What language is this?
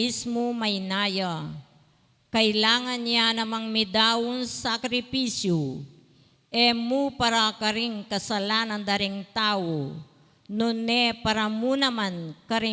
Pampanga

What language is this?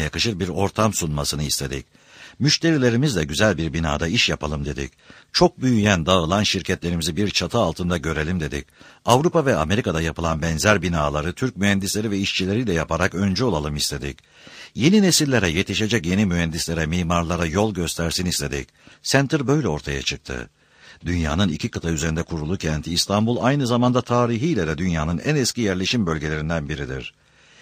Turkish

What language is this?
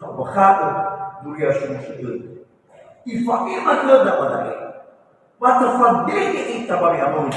Nias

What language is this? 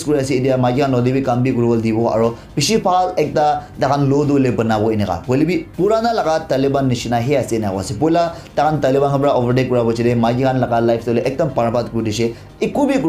Naga Pidgin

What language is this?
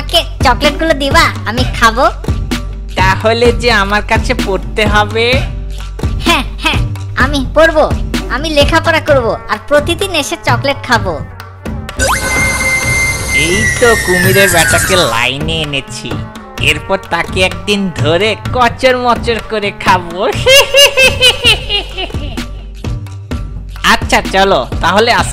Bangla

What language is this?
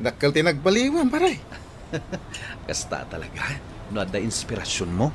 Iloko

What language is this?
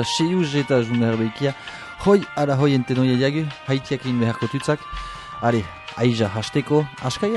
Basque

